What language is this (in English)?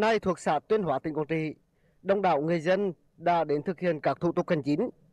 Vietnamese